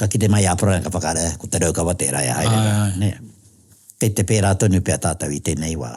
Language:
Māori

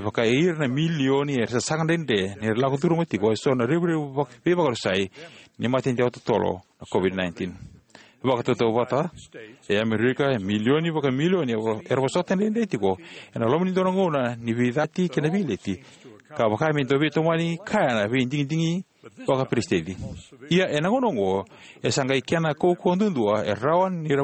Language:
Fijian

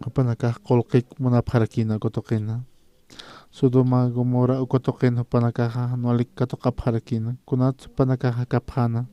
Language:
Aymara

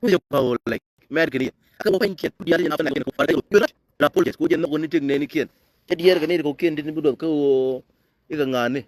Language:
Nuer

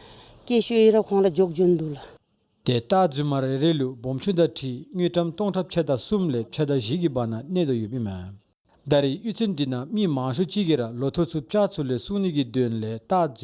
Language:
Dzongkha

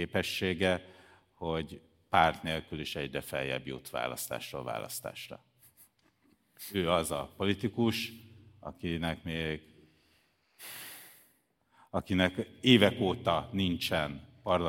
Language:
Hungarian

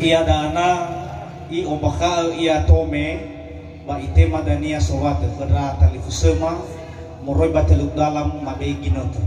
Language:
Nias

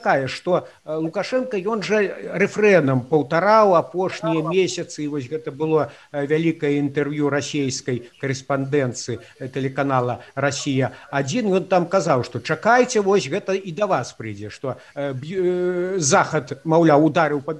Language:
Belarusian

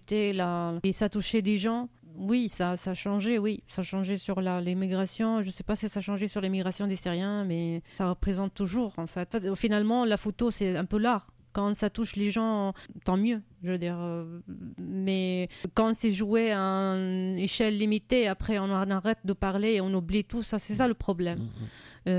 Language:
French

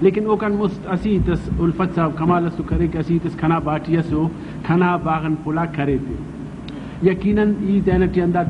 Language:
Brahui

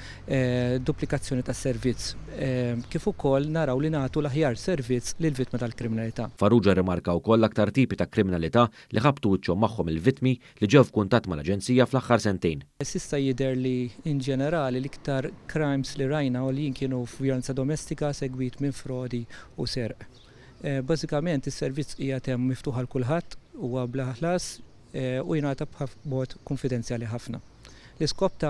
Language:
Maltese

